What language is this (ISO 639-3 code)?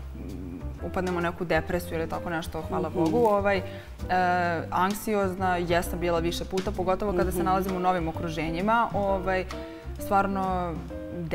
srp